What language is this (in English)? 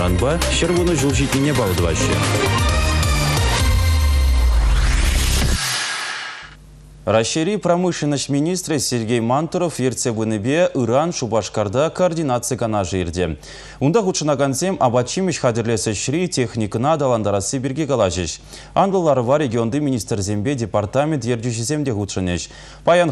Chuvash